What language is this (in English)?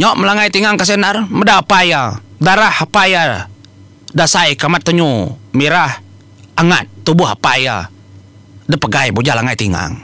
Iban